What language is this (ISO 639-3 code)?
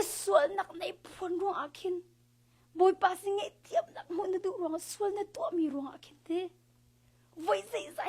cnh